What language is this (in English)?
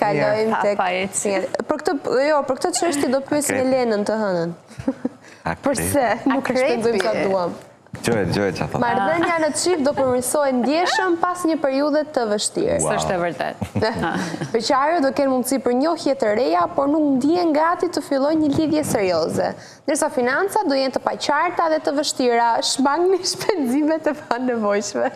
Albanian